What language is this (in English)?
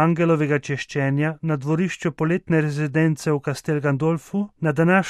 Slovenian